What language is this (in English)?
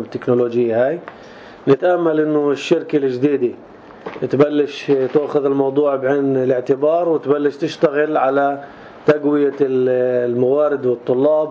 North Levantine Arabic